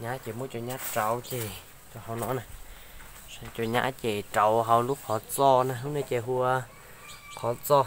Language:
Hmong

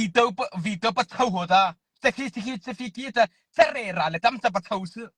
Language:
Mara Chin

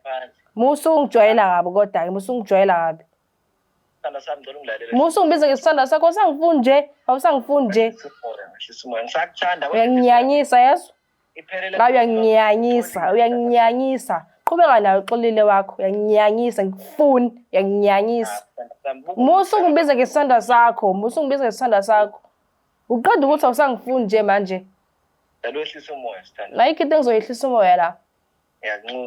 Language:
Zulu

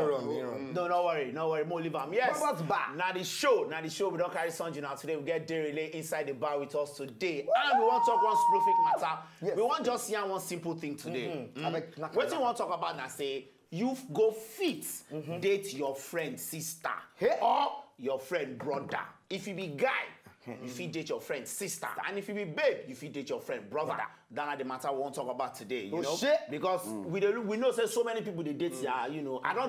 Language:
Nigerian Pidgin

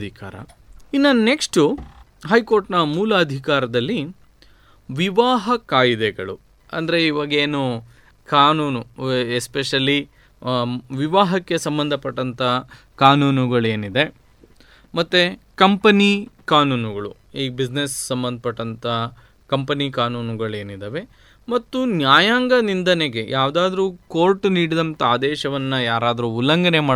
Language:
Kannada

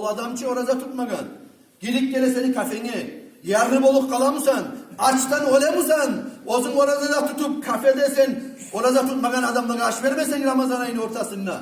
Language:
Kumyk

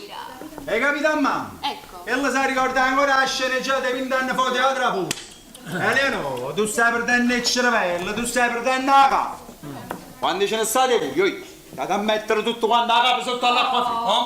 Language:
Neapolitan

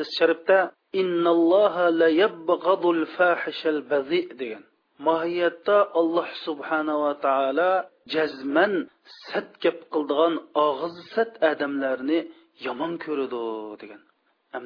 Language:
Uyghur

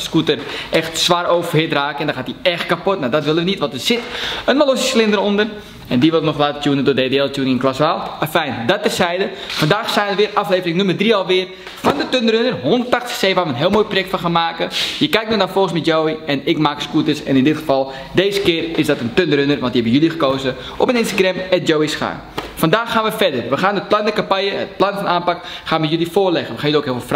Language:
Dutch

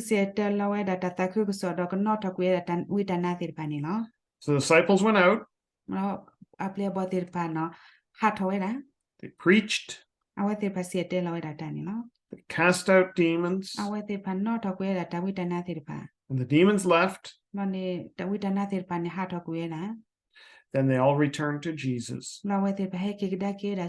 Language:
S'gaw Karen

